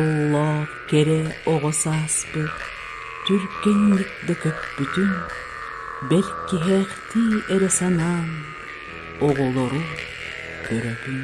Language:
Yakut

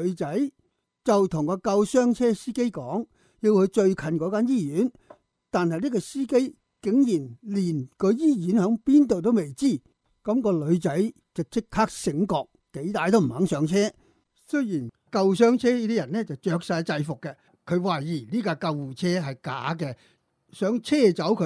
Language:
Cantonese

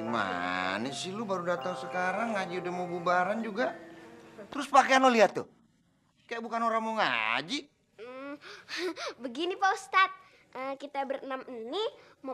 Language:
Betawi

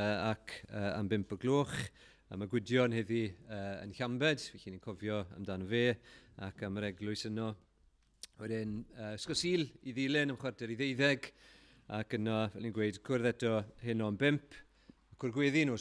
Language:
Welsh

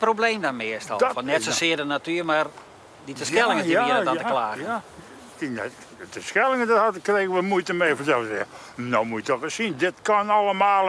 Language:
Western Frisian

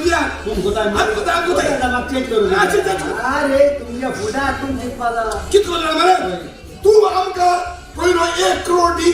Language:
Konkani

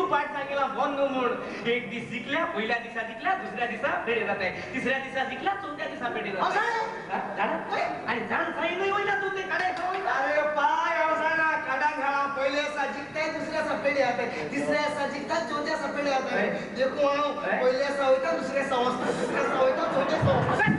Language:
Konkani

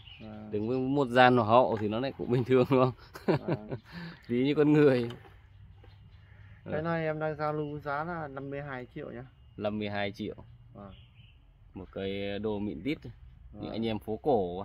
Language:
Vietnamese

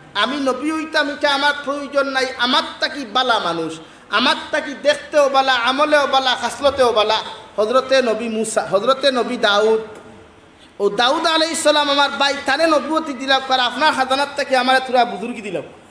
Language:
Sylheti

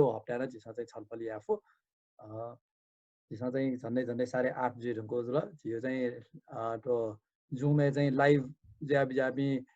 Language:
Newari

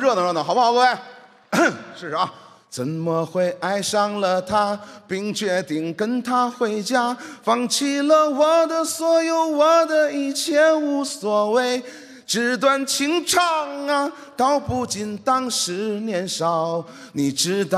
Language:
Chinese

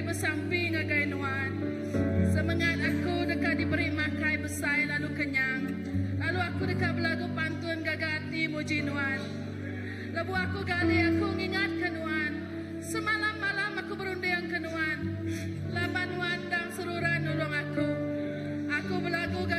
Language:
Iban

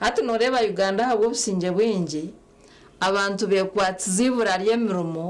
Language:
Nyankole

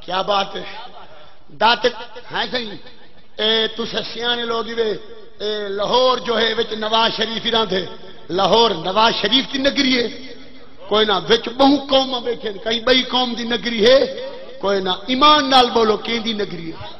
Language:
Saraiki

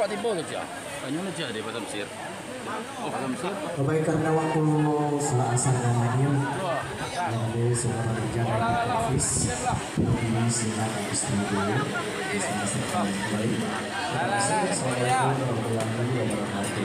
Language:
Minangkabau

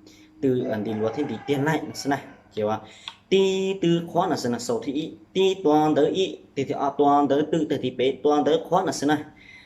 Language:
Hmong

